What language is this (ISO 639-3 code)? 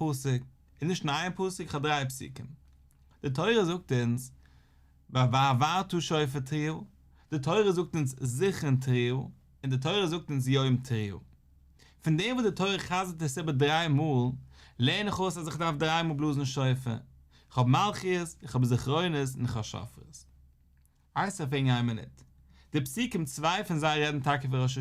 yid